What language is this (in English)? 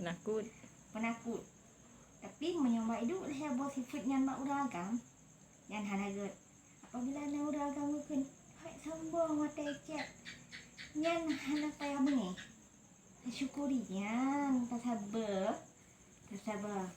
Achinese